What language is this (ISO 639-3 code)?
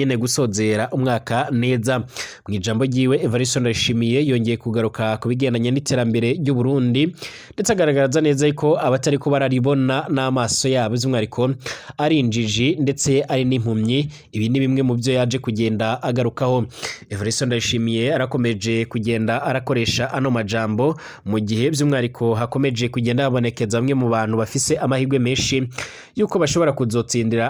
run